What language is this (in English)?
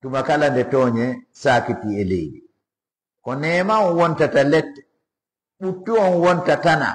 Fula